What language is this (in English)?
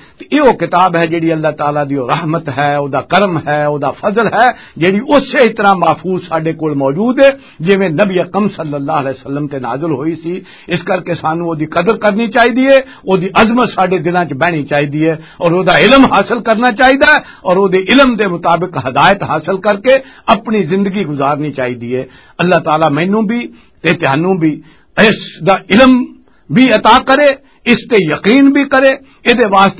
Western Panjabi